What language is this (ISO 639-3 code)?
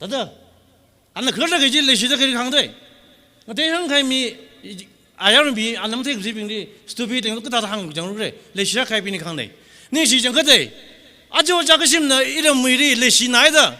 nmf